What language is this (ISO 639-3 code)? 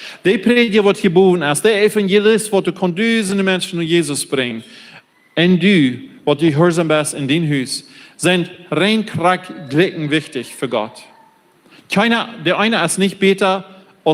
pdt